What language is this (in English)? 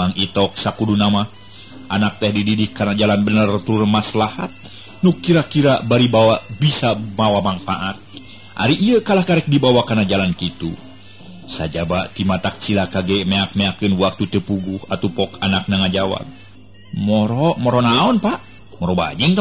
Sundanese